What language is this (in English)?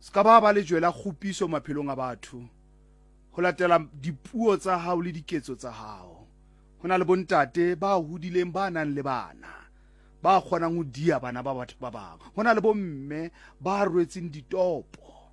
Southern Sotho